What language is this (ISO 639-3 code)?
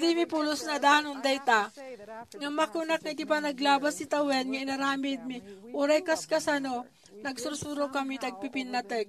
ilo